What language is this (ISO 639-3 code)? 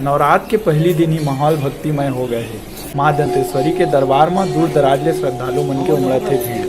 hne